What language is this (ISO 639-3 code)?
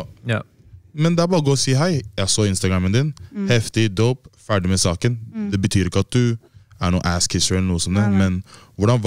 nor